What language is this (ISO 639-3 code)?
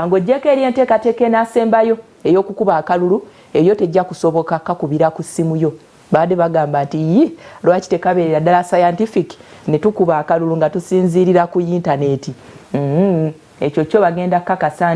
lug